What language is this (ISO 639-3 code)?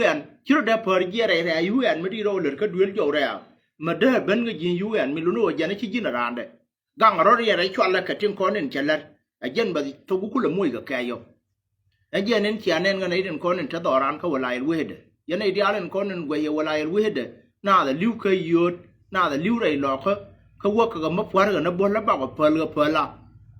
nus